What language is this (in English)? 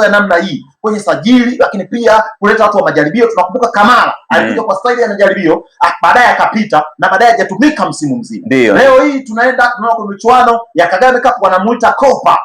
Swahili